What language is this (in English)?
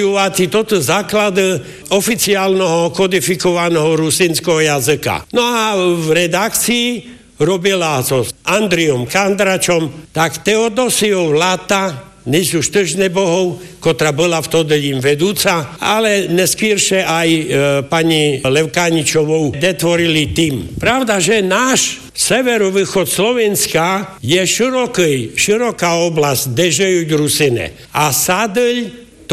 Slovak